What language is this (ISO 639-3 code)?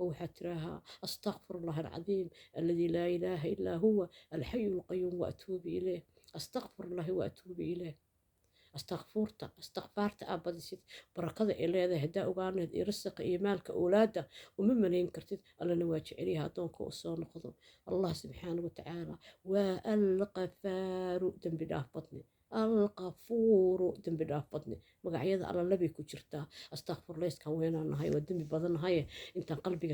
som